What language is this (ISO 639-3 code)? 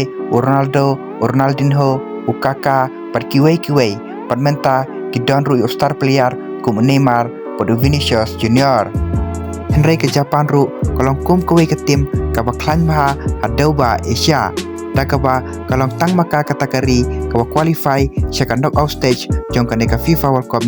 kha